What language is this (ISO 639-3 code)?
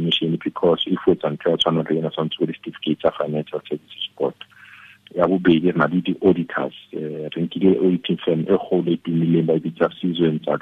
tsn